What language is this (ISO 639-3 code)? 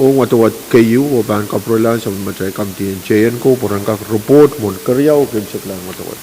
pon